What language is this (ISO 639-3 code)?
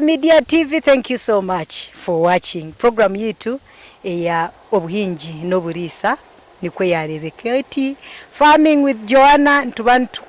nyn